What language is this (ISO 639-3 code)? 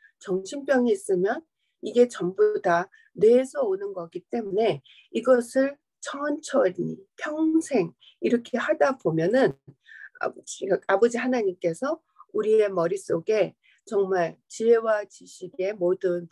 kor